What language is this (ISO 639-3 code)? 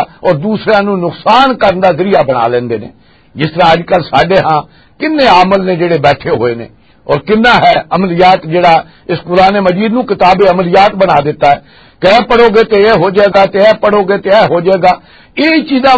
lah